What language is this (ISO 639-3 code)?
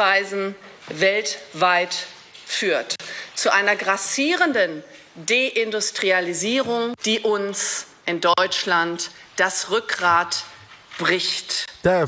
ltz